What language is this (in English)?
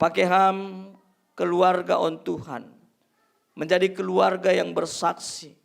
Batak Simalungun